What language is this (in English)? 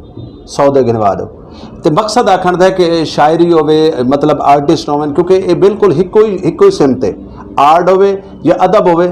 Saraiki